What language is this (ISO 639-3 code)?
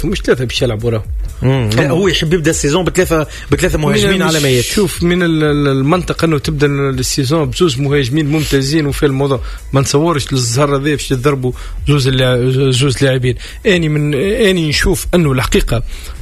aeb